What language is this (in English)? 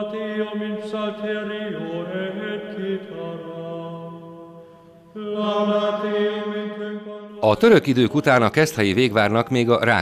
Hungarian